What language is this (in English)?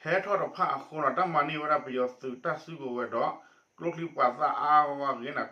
S'gaw Karen